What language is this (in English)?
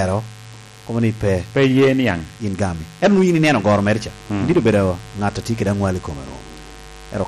Lango (Uganda)